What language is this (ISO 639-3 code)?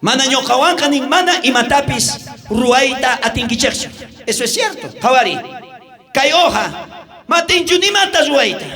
quh